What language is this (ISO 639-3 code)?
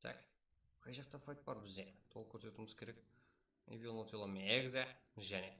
kaa